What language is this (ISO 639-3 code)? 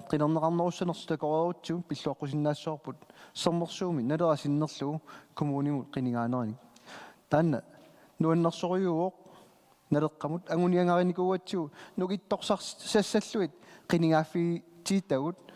kal